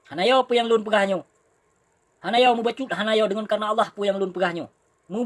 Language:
Achinese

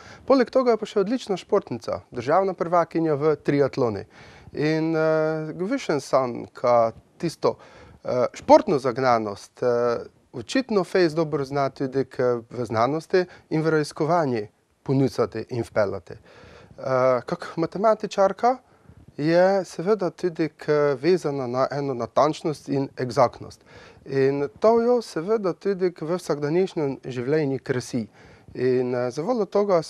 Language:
Slovenian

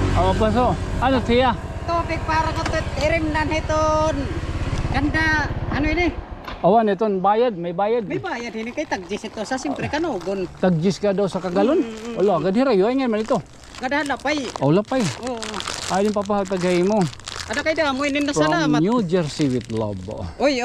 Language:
Waray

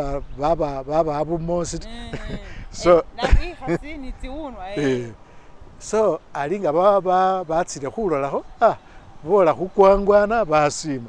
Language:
Masaaba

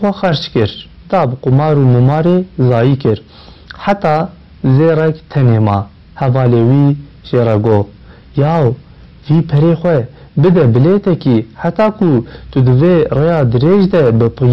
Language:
Kurdish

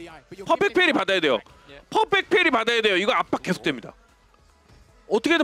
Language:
Korean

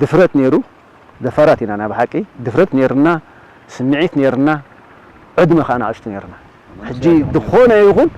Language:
Tigrinya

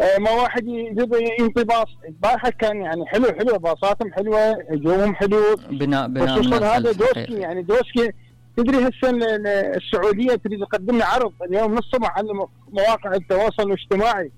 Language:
Mesopotamian Arabic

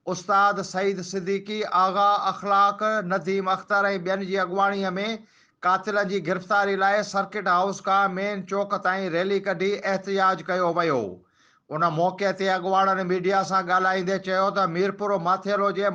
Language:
Sindhi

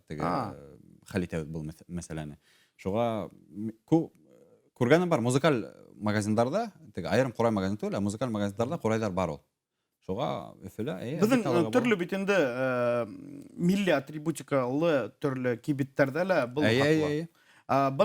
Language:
Bashkir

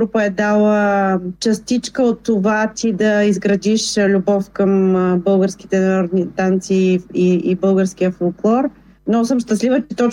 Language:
Bulgarian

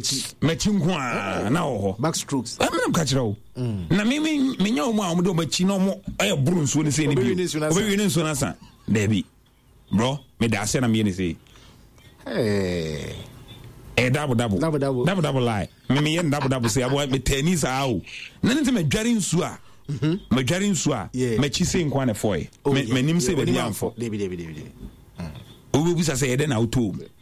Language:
Akan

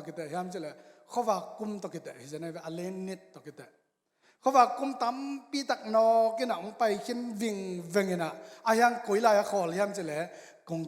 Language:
Tedim Chin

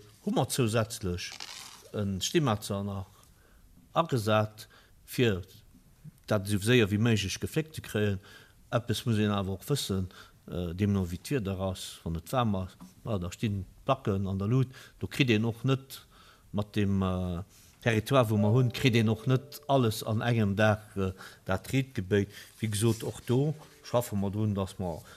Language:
Luxembourgish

